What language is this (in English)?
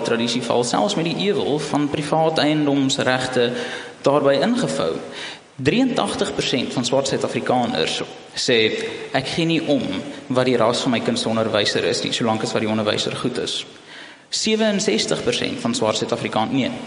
Afrikaans